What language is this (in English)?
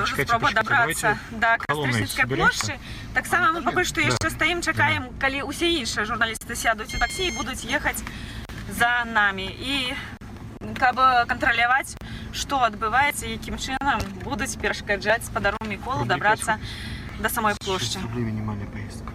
Belarusian